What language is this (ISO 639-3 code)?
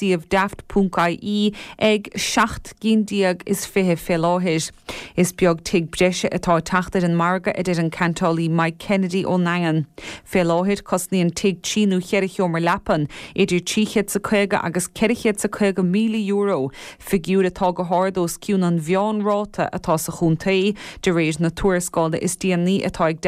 gle